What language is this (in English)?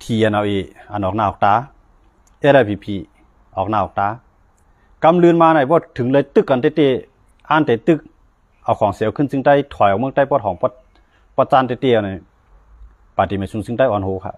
Shan